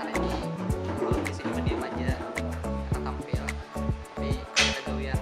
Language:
Banjar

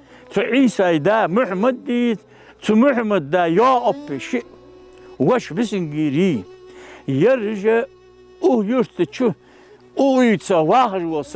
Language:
Ingush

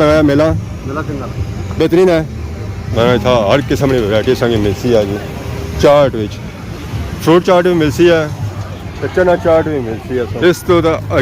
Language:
Pahari-Potwari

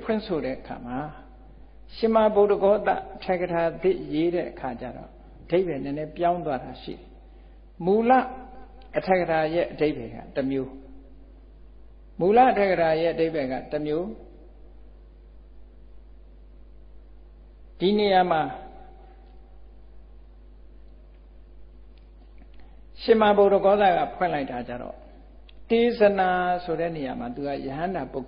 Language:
Burmese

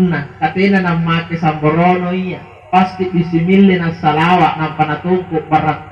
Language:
Makasar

